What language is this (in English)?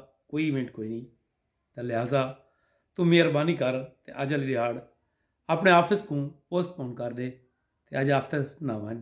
Saraiki